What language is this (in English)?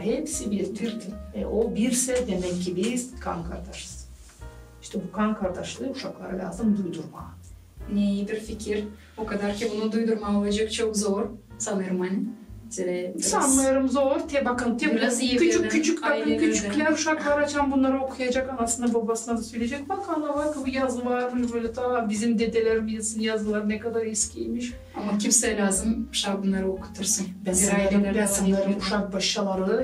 Gagauz